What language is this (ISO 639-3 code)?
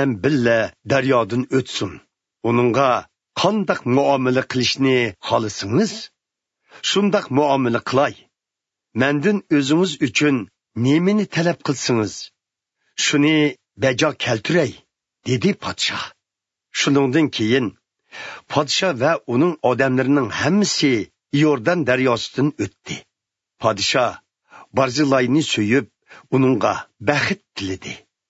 uig